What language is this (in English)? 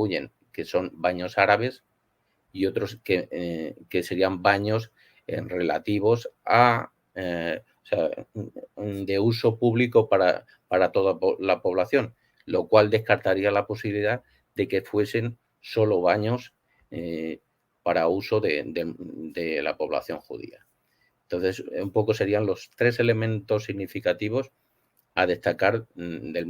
Ladino